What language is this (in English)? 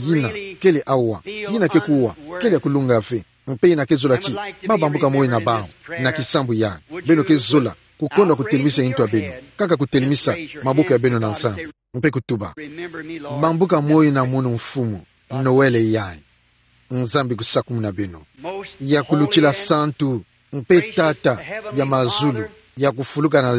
Kituba (Democratic Republic of Congo)